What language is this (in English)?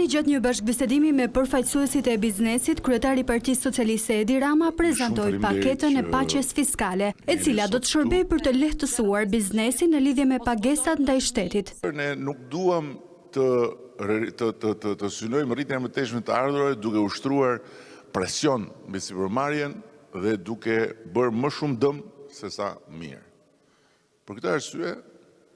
Albanian